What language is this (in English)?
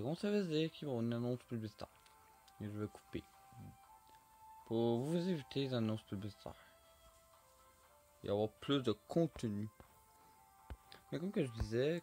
French